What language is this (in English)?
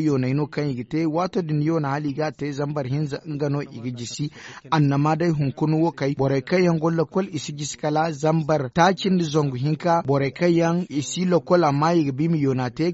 Zarma